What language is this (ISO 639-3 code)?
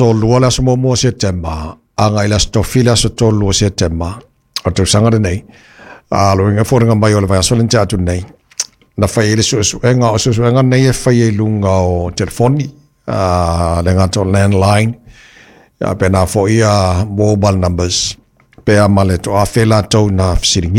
smo